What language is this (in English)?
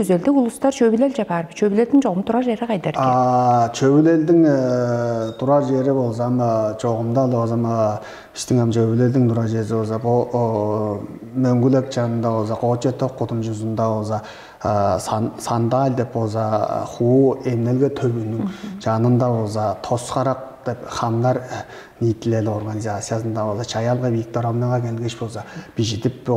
Tuvinian